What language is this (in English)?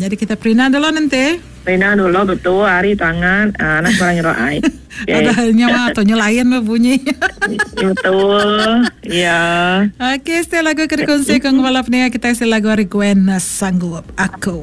Iban